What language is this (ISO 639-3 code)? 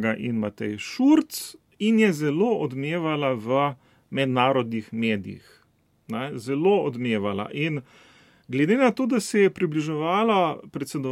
slv